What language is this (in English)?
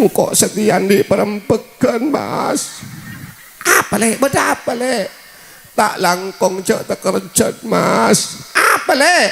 Madurese